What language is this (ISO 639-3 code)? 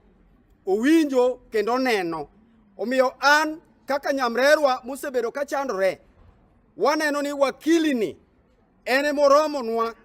luo